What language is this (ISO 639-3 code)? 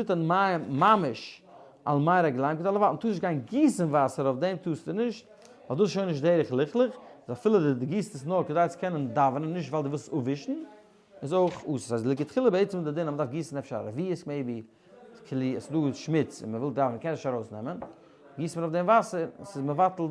yid